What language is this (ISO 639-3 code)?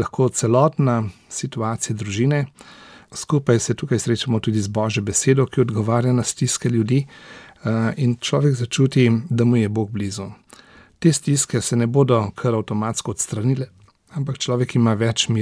slv